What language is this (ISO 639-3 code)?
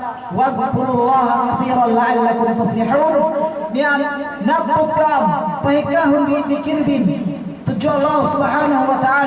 yka